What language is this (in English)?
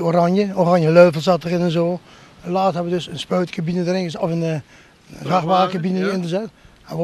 Dutch